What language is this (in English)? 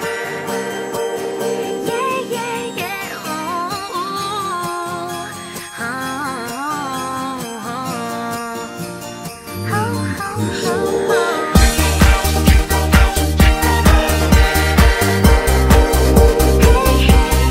Greek